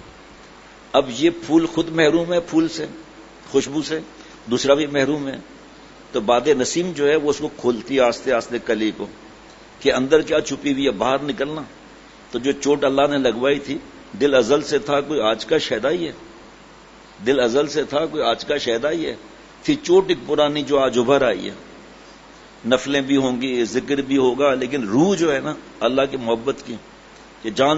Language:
Urdu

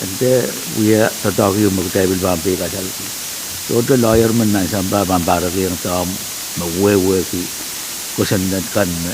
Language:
Pohnpeian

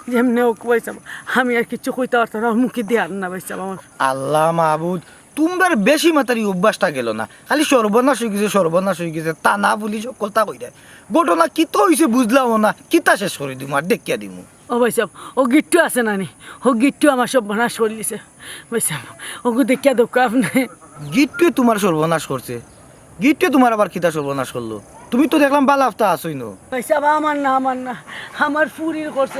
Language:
Sylheti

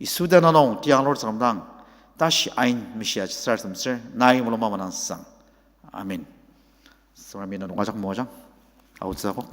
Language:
Ao Naga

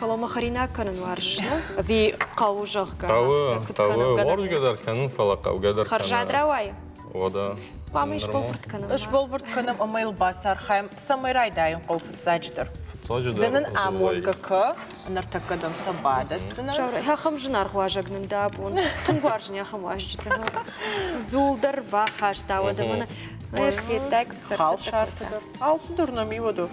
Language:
Ossetic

